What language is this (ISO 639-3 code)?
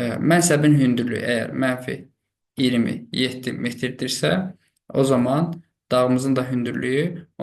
aze